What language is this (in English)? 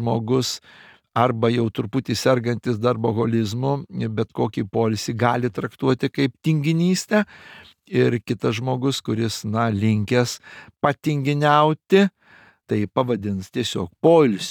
Lithuanian